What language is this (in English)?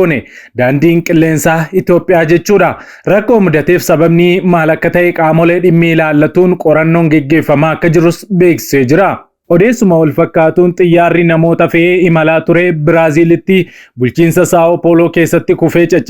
Oromo